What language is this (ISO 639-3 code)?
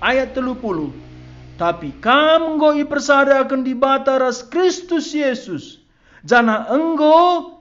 btx